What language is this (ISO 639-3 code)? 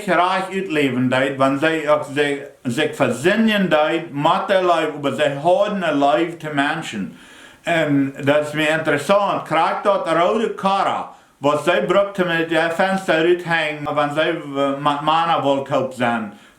pdt